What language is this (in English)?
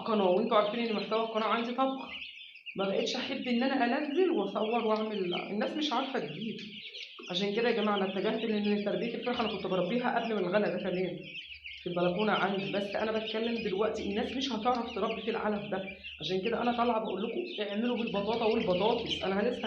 Egyptian Arabic